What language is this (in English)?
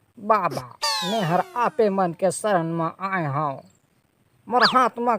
Chhattisgarhi